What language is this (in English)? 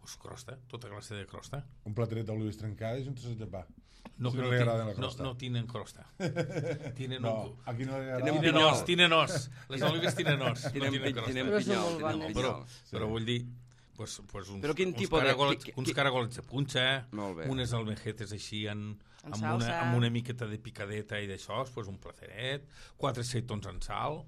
Catalan